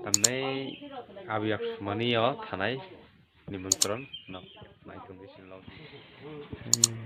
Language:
Kok Borok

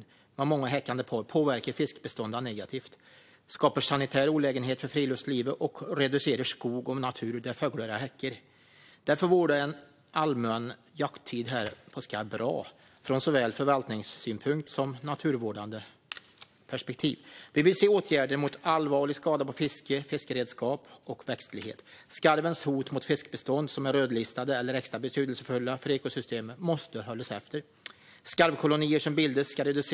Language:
Swedish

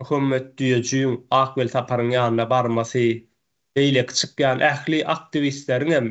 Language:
Turkmen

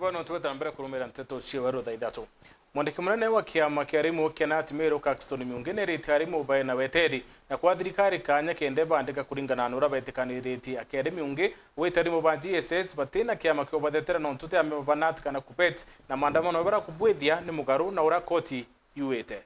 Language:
Meru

